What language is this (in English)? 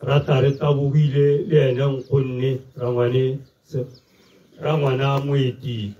Tswana